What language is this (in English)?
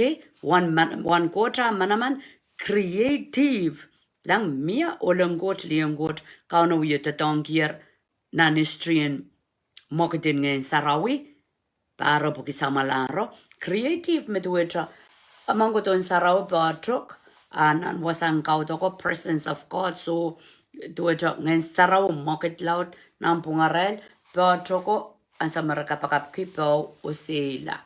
Pohnpeian